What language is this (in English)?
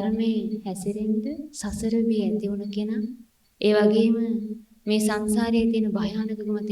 Sinhala